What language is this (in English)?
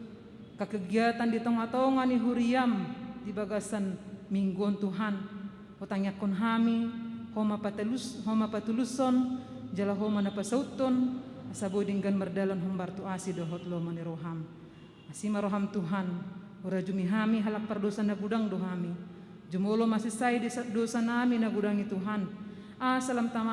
Batak Toba